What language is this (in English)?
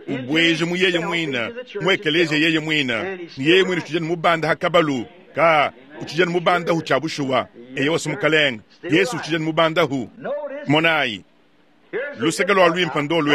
Luba-Lulua